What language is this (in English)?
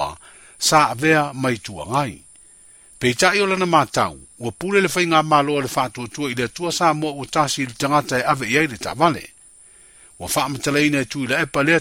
Samoan